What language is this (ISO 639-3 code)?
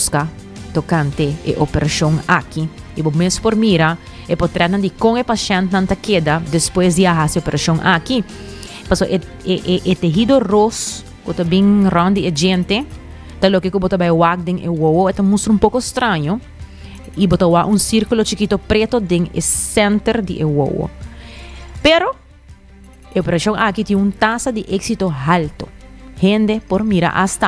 pap